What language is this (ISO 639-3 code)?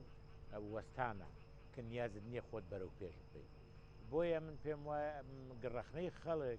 ckb